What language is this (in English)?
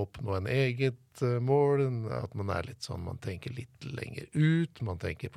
Norwegian